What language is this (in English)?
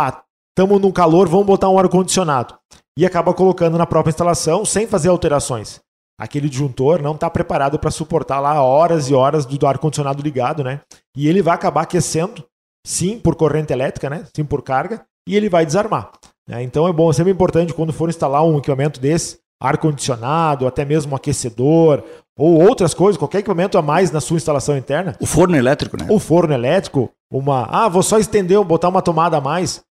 Portuguese